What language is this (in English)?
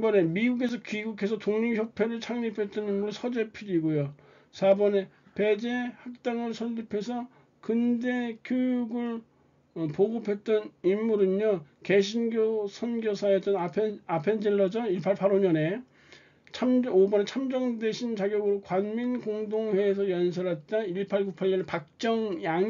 Korean